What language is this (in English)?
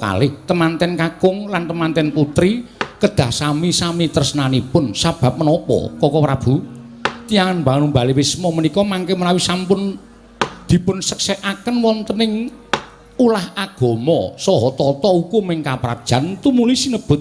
Javanese